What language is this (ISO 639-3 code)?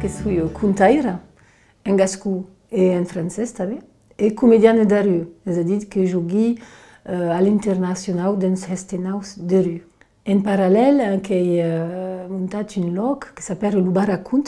oci